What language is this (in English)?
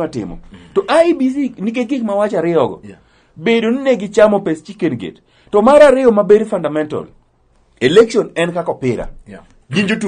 Luo (Kenya and Tanzania)